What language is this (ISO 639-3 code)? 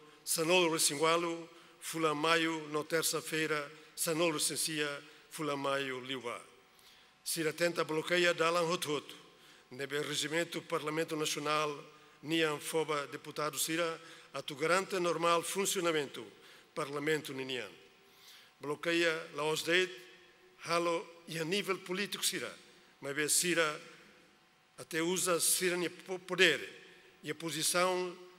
tet